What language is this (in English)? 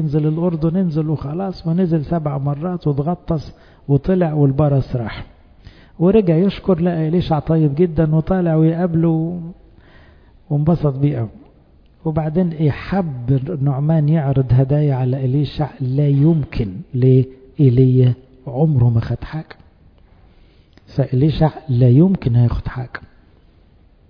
Egyptian Arabic